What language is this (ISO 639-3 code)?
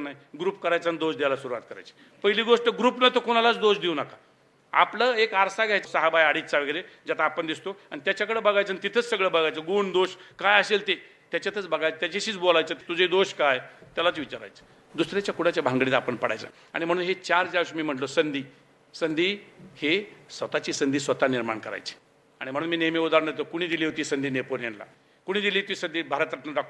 mar